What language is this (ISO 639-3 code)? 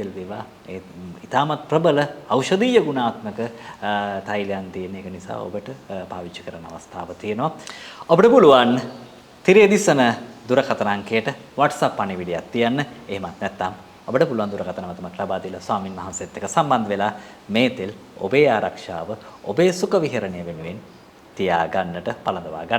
sin